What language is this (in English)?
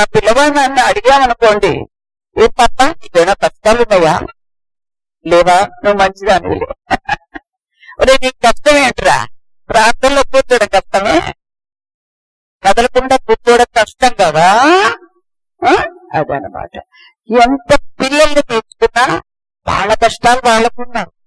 Telugu